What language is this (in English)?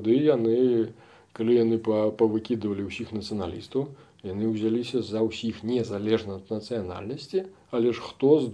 Belarusian